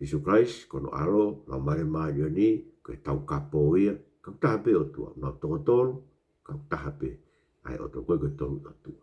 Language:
Tongan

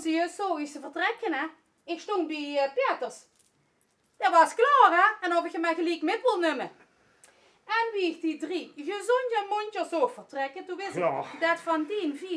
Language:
Limburgish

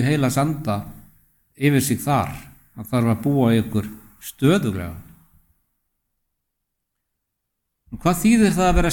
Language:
Icelandic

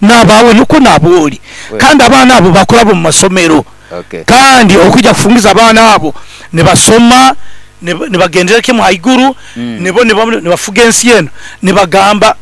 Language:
Nyankole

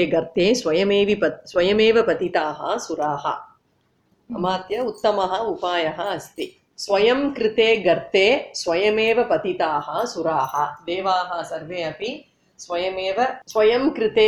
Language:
Sanskrit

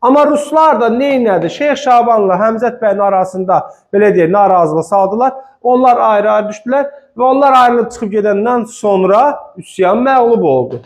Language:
Azerbaijani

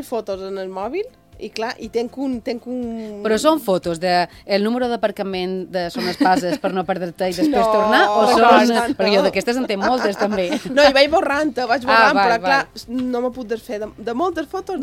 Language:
Catalan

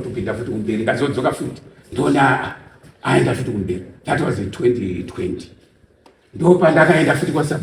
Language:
Shona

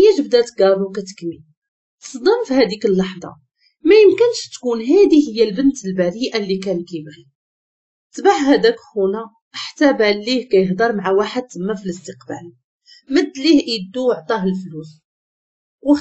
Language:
Moroccan Arabic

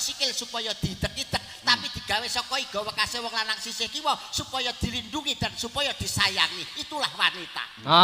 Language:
Javanese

